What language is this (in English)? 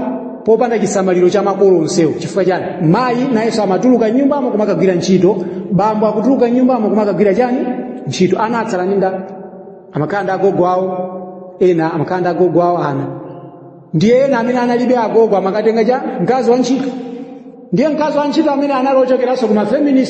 Nyanja